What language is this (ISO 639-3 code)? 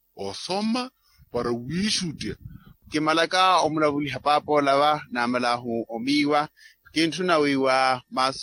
vmw